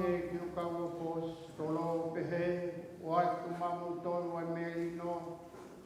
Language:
Tongan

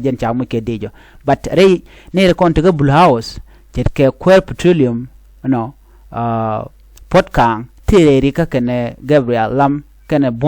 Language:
Nuer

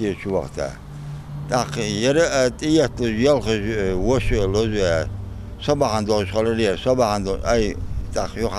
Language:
Ingush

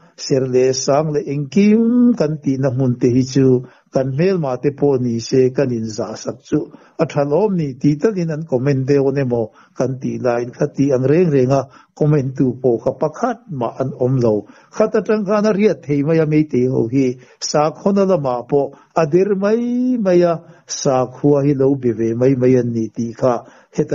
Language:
Mizo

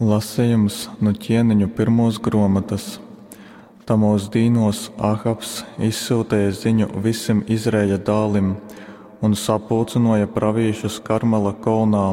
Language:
Latgalian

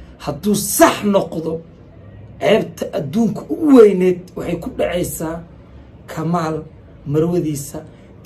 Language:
Somali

